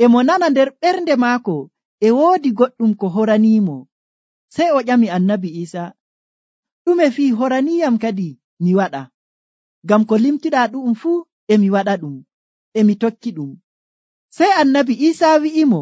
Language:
Nigerian Fulfulde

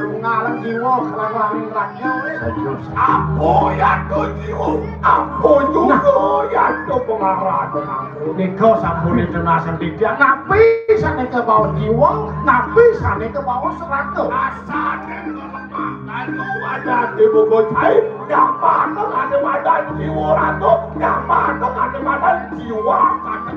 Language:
Balinese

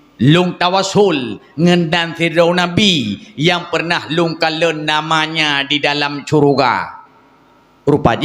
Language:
Achinese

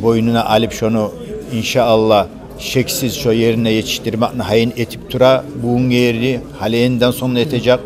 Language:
Kumyk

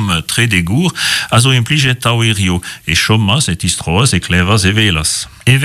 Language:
Breton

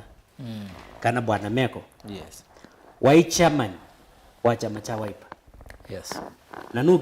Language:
Kamba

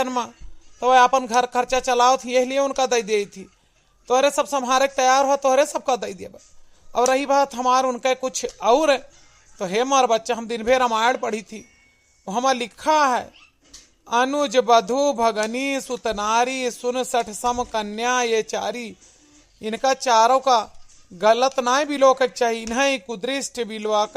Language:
Awadhi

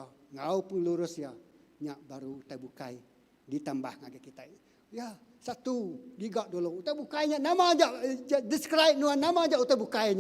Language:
Iban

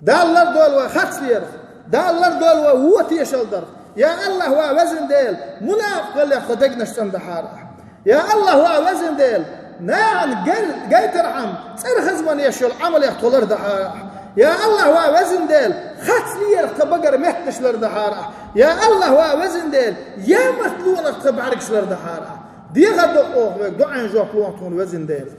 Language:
Chechen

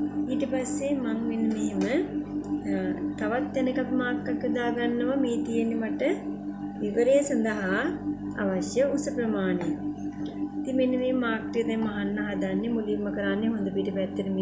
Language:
Sinhala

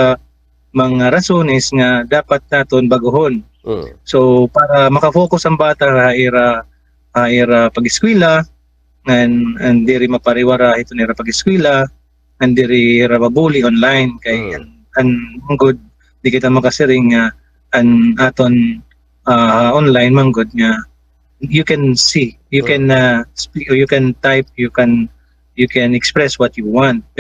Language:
Waray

